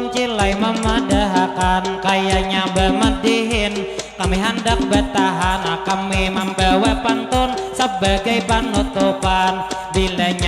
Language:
Banjar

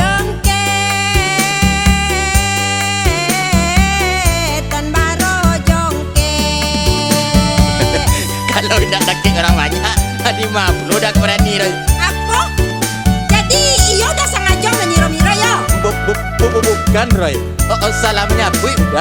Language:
Minangkabau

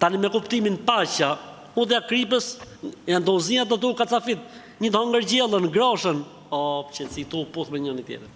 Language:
Albanian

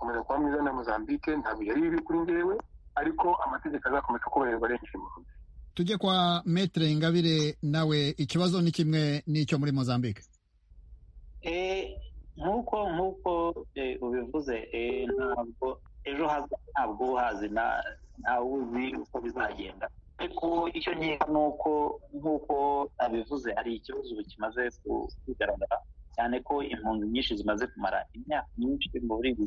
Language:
Kinyarwanda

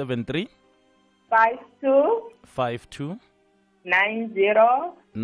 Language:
South Ndebele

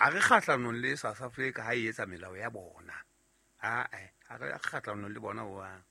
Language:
Southern Sotho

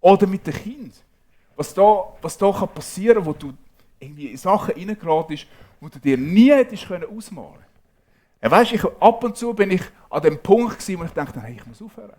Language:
Swiss German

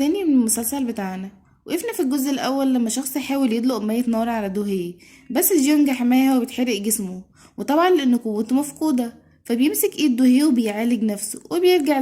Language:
Egyptian Arabic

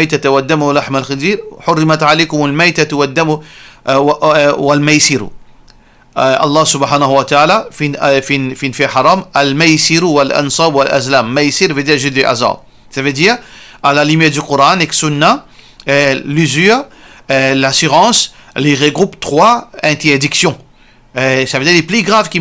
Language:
Morisyen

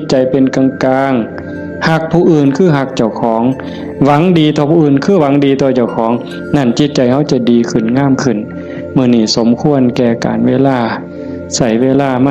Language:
Northeastern Thai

